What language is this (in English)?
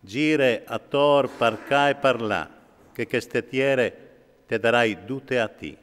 Friulian